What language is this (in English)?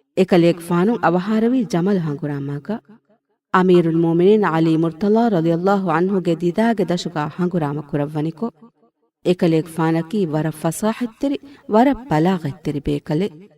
Divehi